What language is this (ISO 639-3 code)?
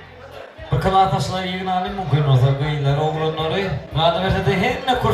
tuk